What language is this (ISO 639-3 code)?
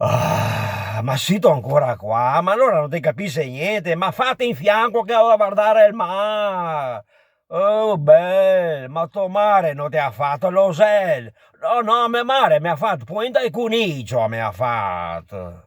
vec